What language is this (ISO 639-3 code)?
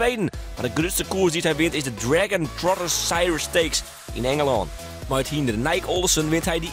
fry